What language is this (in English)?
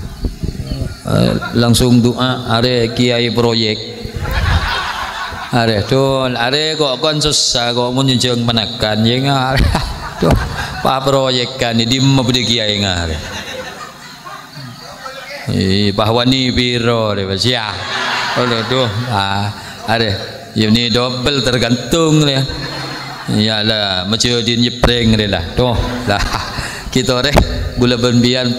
Madurese